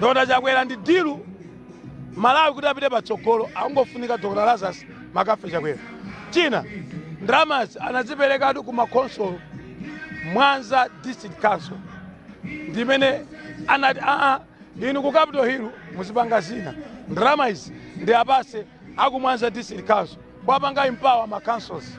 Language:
Nyanja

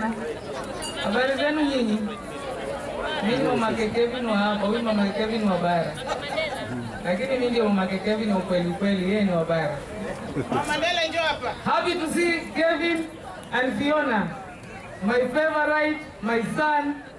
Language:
Swahili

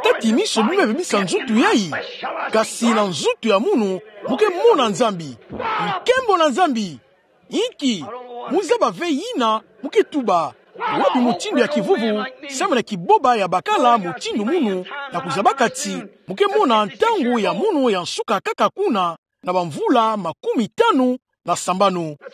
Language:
Kituba (Democratic Republic of Congo)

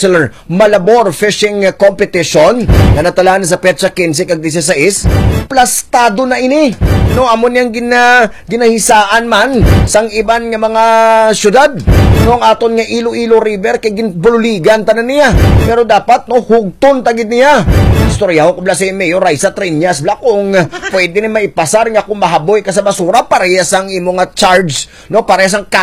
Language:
Hiligaynon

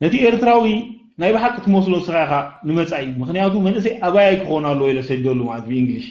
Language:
Tigrinya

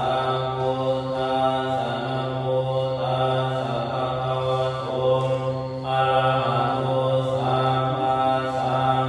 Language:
Pali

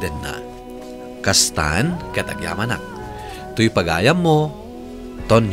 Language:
Iloko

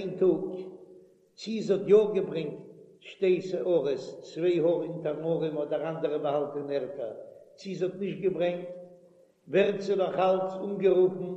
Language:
Yiddish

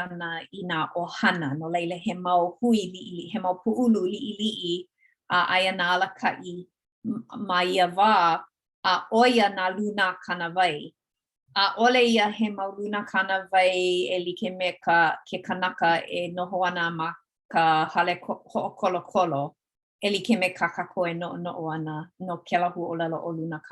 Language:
Hawaiian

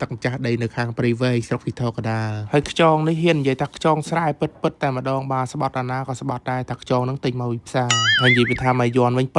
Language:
Khmer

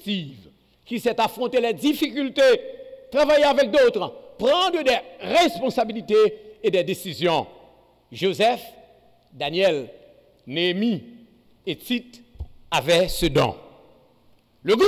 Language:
French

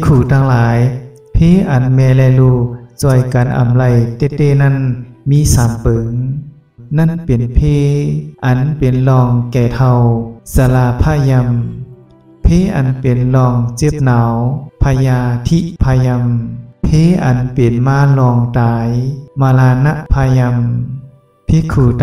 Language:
Shan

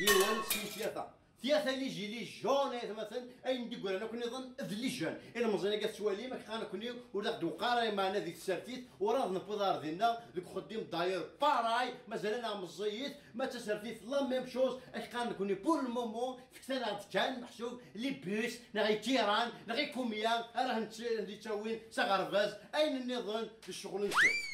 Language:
Kabyle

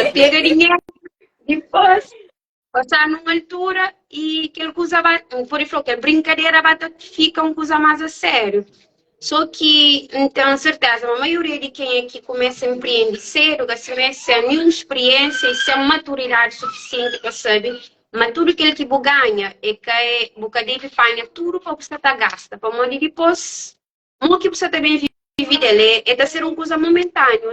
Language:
Kabuverdianu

